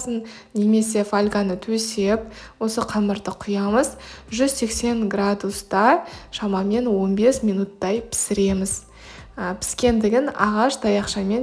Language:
Kazakh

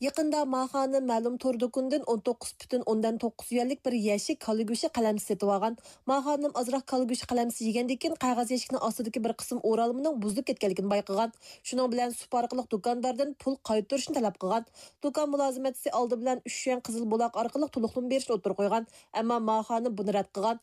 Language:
Uyghur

